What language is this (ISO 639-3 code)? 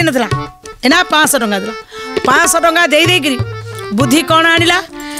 ori